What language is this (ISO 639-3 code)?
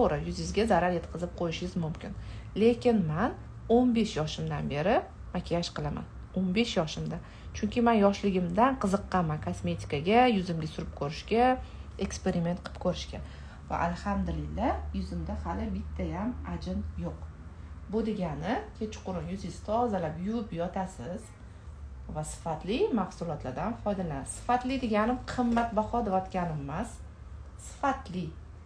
uzb